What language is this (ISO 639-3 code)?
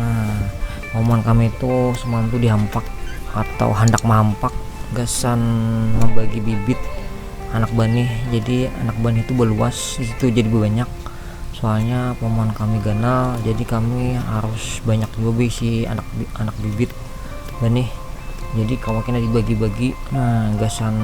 bjn